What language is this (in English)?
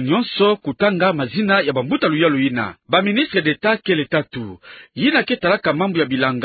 Kituba (Democratic Republic of Congo)